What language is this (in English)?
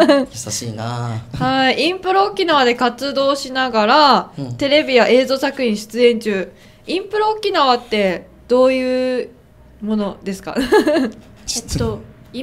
Japanese